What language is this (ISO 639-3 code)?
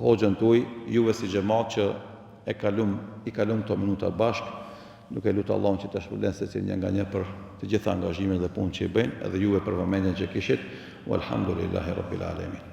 sqi